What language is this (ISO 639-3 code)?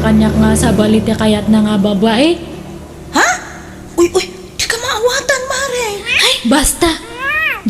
ilo